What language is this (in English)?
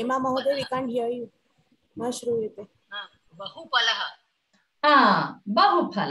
Sanskrit